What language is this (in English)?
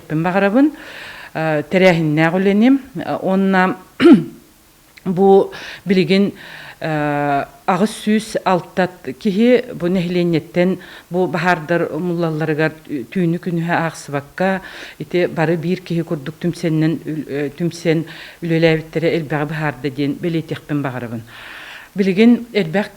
Yakut